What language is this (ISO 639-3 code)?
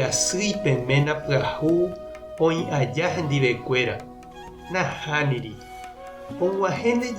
grn